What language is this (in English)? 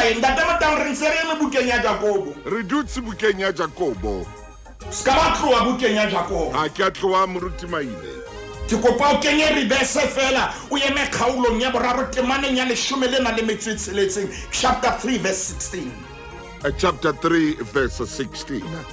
Southern Sotho